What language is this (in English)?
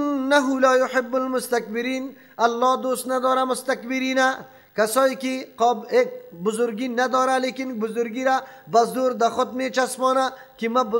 Persian